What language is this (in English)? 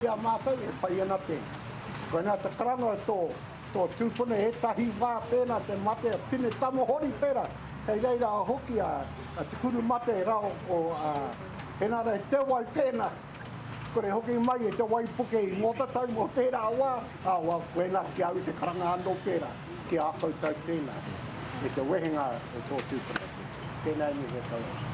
Māori